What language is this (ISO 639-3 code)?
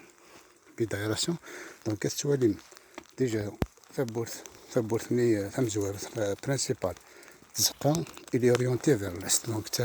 kab